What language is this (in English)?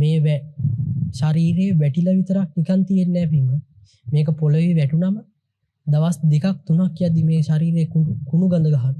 Sinhala